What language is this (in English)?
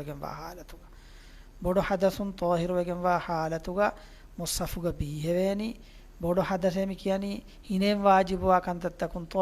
Divehi